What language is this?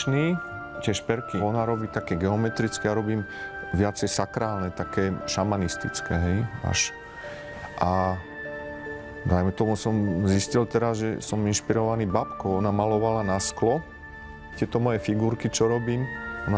Slovak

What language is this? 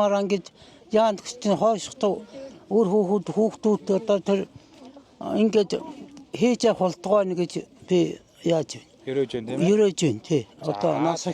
Mongolian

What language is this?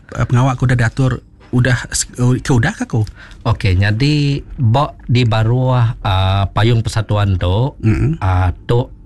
Iban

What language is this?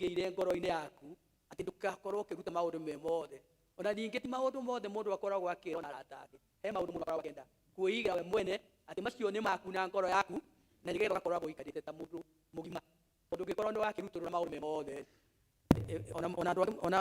Kikuyu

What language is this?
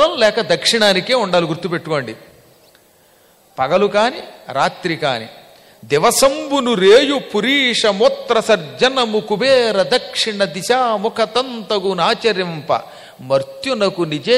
Telugu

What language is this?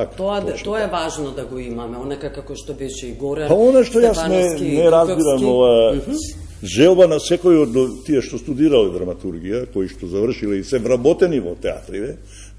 Macedonian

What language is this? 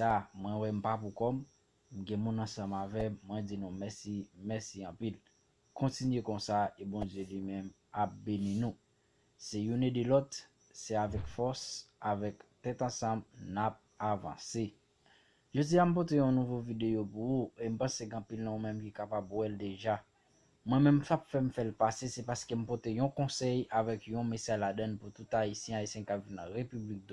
Haitian Creole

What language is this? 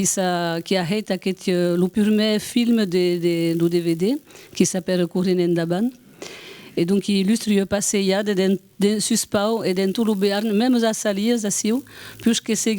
Occitan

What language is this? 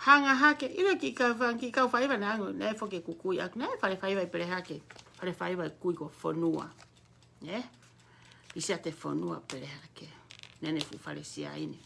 Tongan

